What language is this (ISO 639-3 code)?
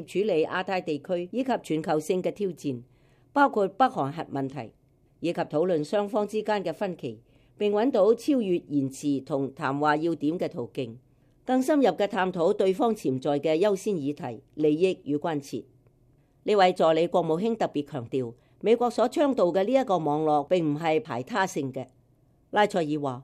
yue